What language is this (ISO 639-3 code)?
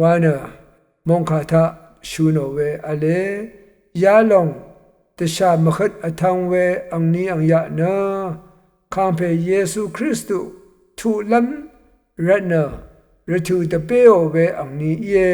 raw